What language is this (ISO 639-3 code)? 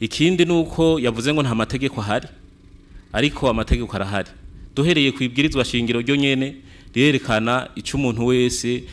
run